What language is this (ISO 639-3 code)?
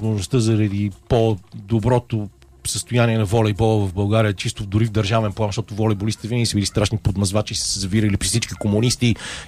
bul